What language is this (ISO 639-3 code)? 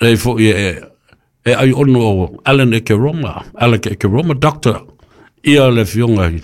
smo